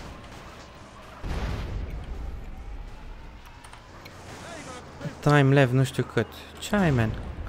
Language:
Romanian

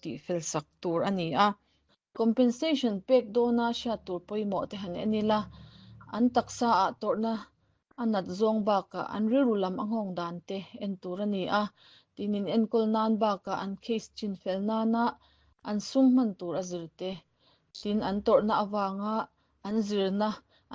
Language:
Mizo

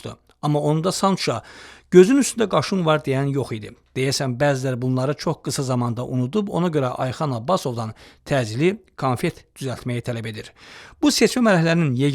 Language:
Azerbaijani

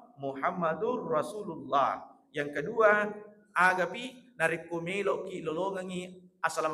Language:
Buginese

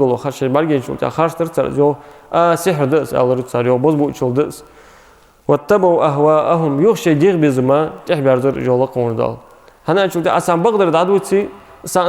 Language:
Ingush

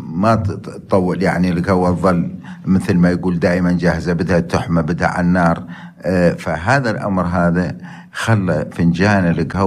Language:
North Levantine Arabic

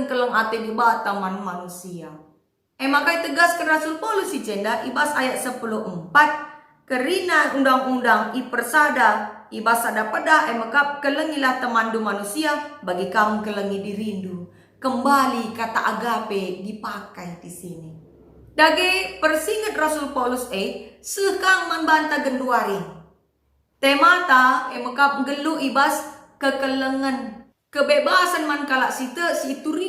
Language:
Batak Karo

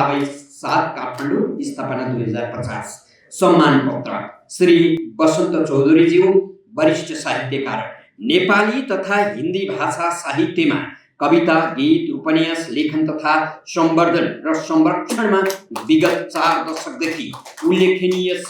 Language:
Nepali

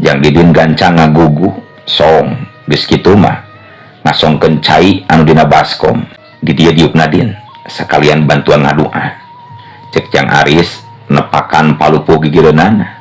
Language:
Sundanese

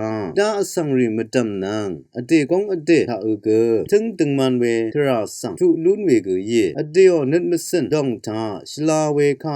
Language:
Rawang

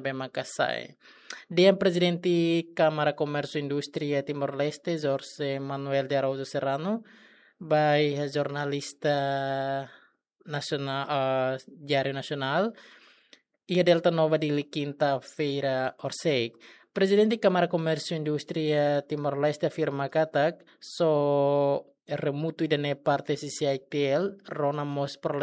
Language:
Tetum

